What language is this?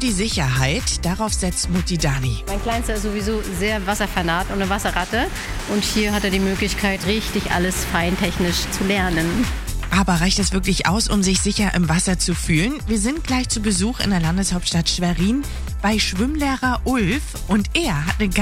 German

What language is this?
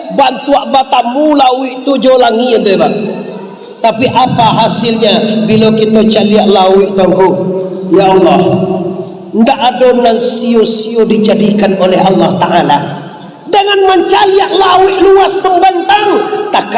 Minangkabau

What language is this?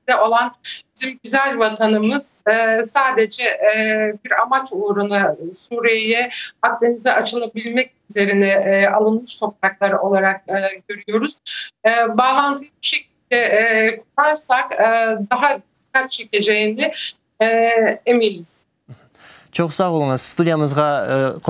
Crimean Tatar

